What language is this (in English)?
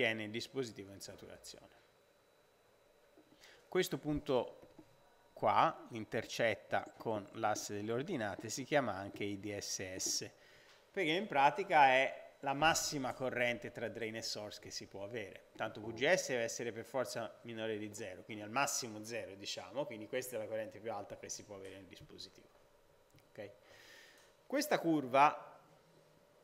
Italian